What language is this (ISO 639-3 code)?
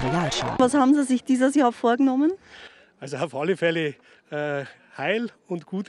deu